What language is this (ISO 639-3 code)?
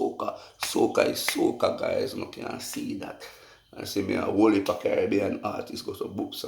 jam